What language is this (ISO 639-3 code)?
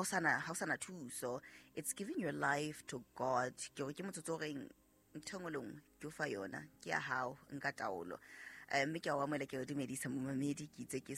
sot